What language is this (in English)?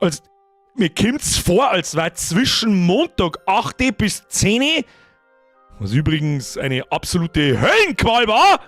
Bavarian